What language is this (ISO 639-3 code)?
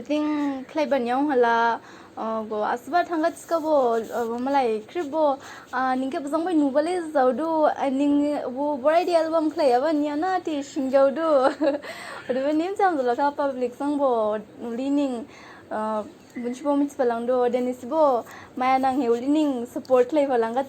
dis